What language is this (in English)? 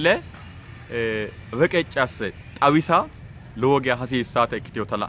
Sidamo